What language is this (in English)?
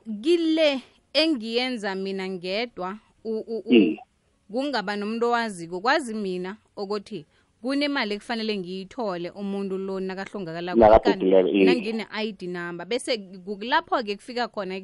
South Ndebele